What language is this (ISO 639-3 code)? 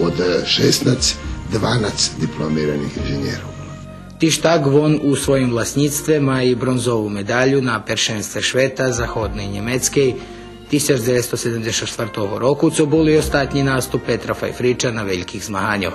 rue